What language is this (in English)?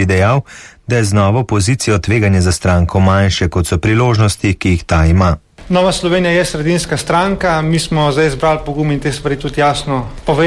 Slovenian